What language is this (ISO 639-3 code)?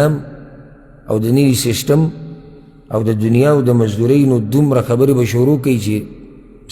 pus